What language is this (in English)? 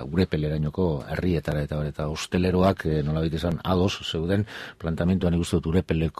Basque